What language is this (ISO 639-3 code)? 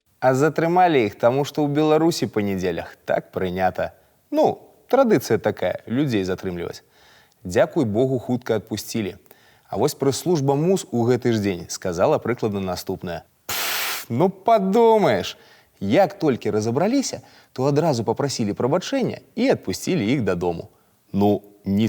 bel